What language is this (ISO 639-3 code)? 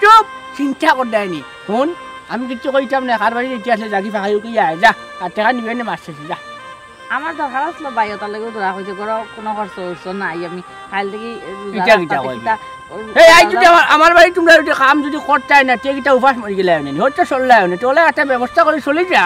syl